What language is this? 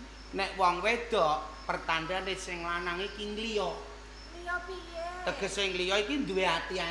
Javanese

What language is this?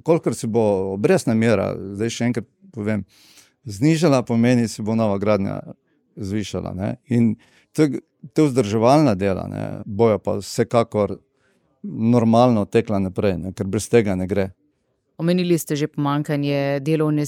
Slovenian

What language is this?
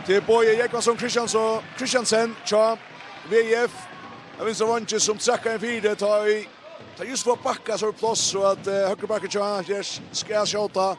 Faroese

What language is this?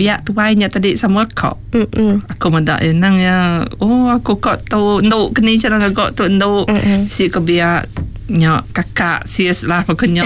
Iban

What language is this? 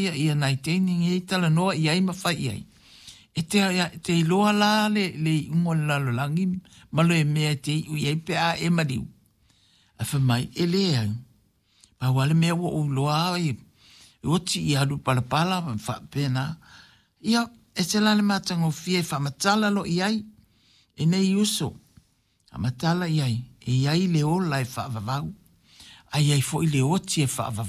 Samoan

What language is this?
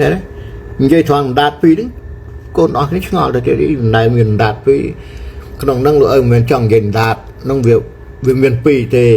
Khmer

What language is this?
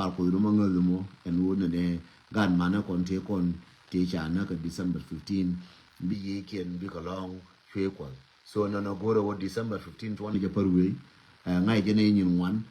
Nuer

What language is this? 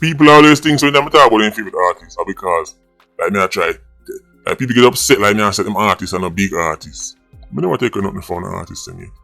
Jamaican Creole English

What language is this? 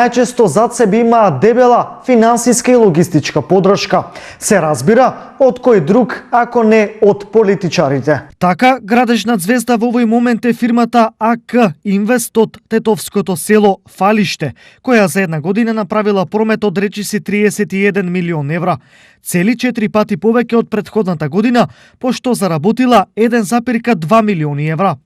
Macedonian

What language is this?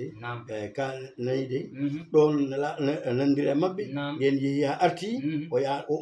Fula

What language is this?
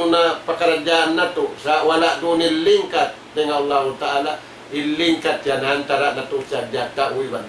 Tausug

